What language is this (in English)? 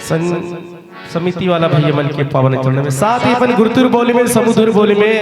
Chhattisgarhi